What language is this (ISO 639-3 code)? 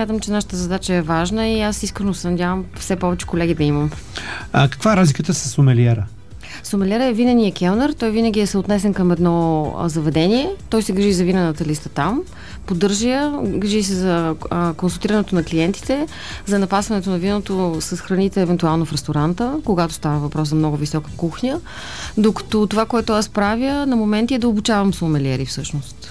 bul